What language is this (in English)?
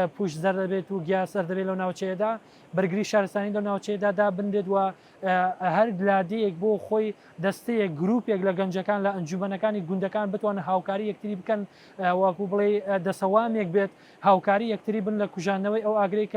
Central Kurdish